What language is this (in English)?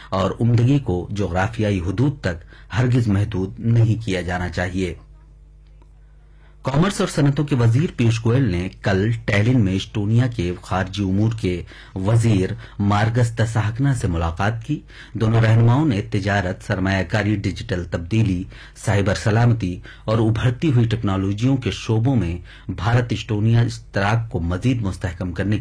Urdu